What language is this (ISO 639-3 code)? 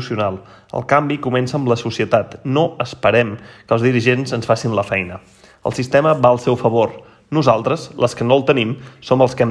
cat